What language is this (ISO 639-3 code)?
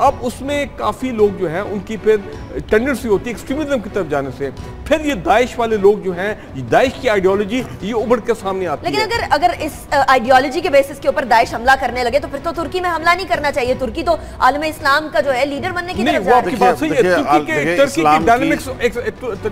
urd